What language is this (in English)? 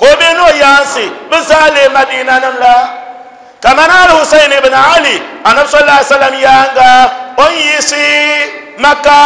Dagbani